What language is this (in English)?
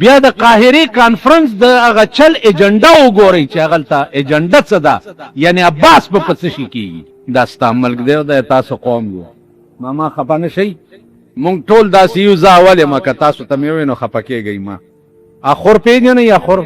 Pashto